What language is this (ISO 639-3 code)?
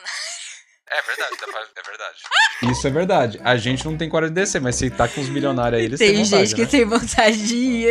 por